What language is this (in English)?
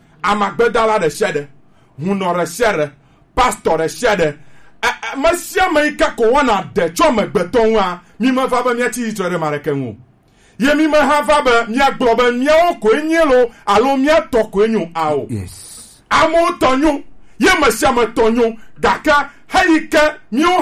Gen